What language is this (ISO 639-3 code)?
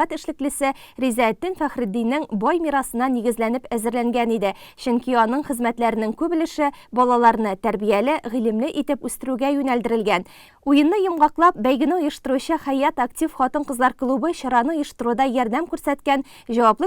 tat